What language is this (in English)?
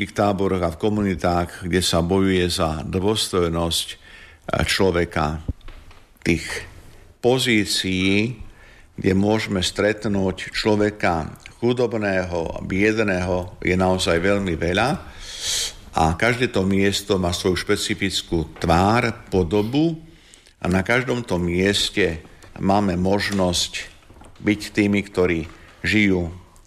Slovak